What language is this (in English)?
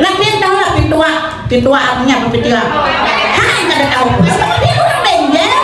Banjar